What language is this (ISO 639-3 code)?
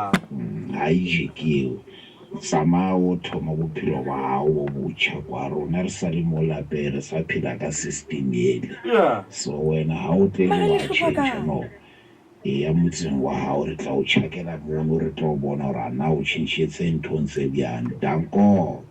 zul